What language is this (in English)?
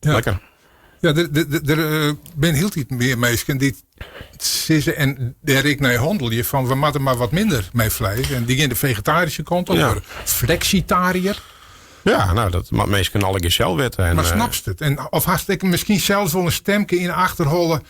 Western Frisian